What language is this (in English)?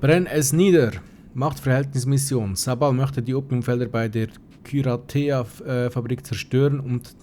Swiss German